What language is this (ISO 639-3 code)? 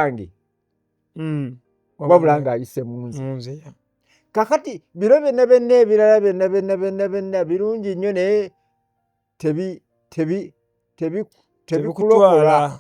lug